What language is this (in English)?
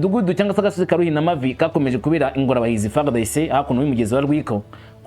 Kinyarwanda